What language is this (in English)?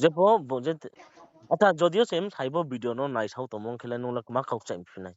Riang (India)